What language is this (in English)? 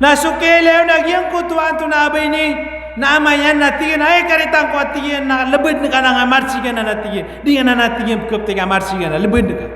Maranao